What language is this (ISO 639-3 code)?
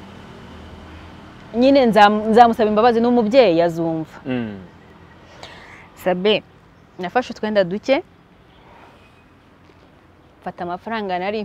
kin